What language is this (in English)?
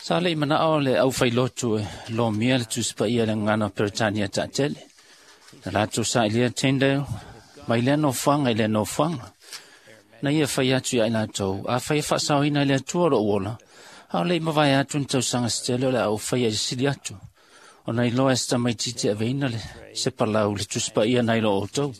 Samoan